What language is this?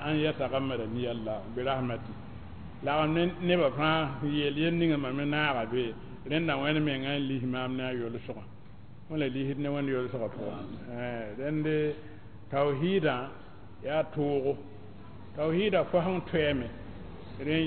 Mossi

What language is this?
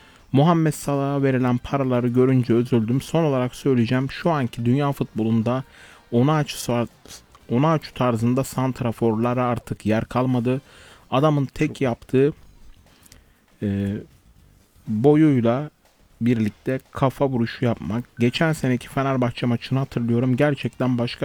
Turkish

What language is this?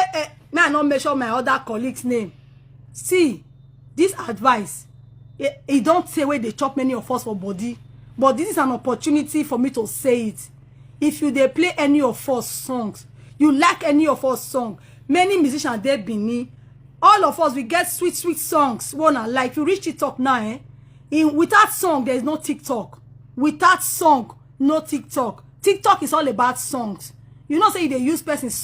Nigerian Pidgin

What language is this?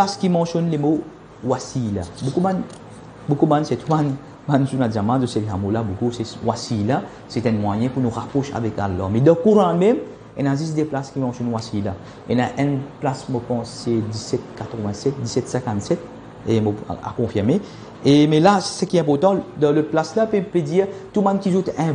Morisyen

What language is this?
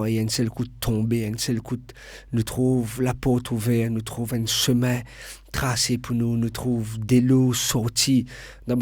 Morisyen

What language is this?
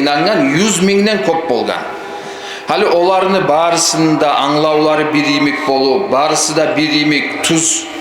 Kumyk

